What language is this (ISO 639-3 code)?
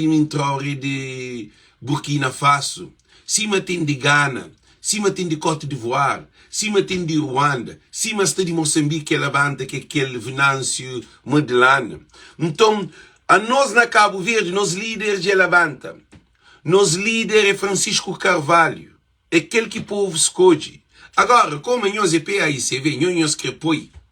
kea